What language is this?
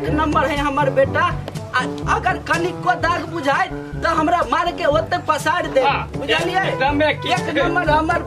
Maithili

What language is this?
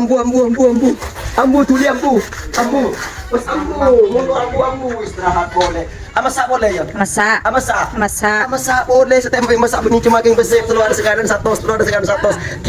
Madurese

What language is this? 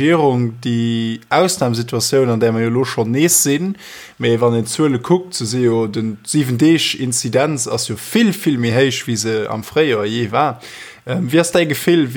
Luxembourgish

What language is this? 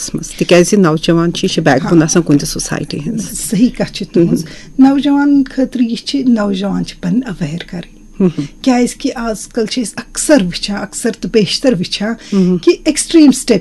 Kashmiri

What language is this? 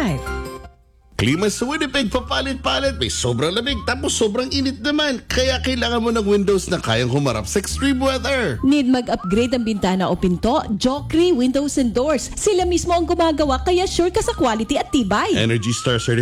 Filipino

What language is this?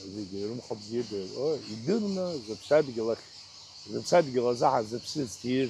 Abkhazian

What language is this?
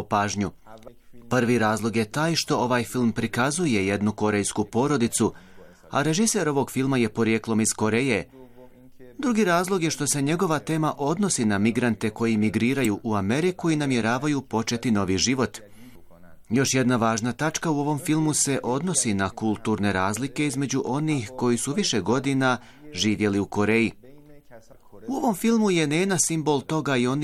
Bosnian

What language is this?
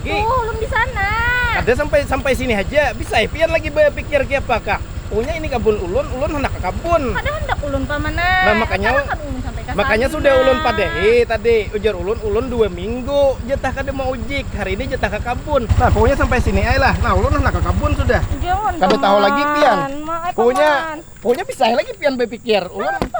Banjar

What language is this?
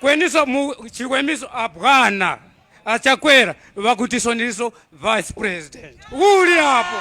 Tumbuka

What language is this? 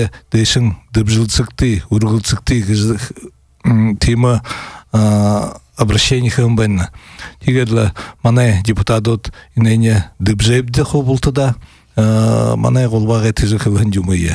Buriat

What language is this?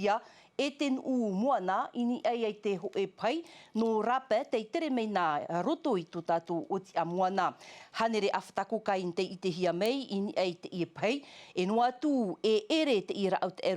Tahitian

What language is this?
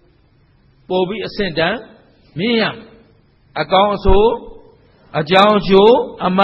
Burmese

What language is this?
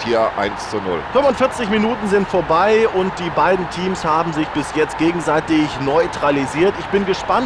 Bavarian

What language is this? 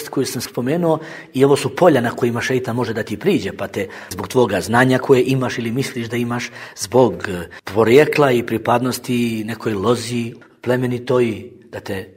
Bosnian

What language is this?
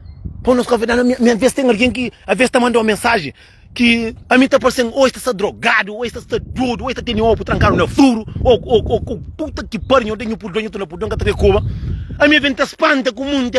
Kabuverdianu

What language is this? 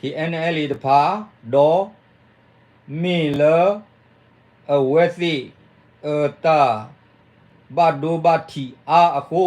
S'gaw Karen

